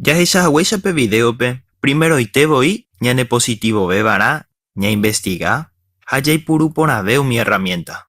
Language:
Guarani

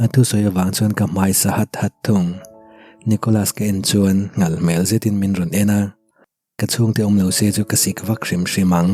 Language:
Mizo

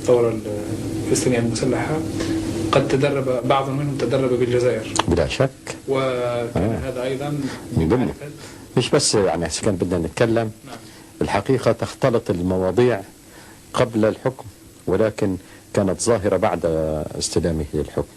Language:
Algerian Arabic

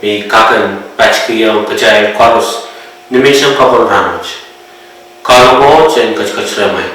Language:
Pohnpeian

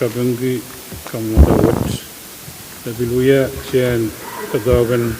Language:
Pohnpeian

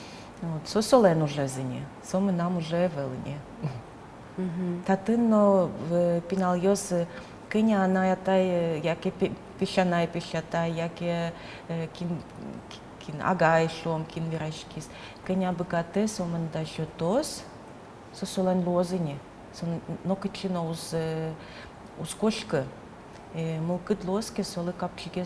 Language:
Udmurt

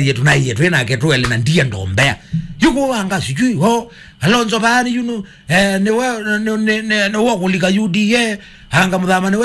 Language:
Kamba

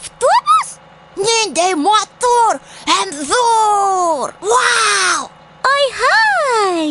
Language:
Bashkir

